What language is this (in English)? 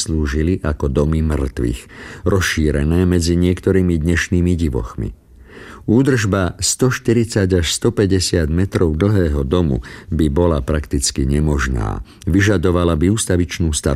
Slovak